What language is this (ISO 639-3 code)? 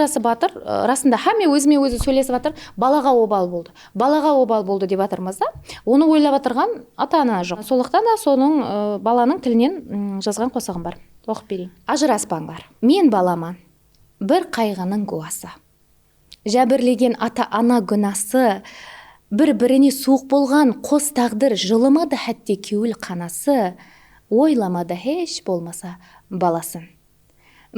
kaa